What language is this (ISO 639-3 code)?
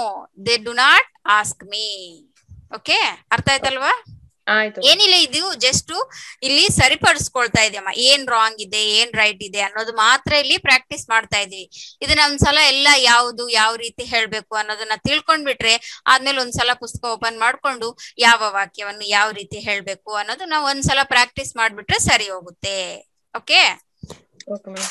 kan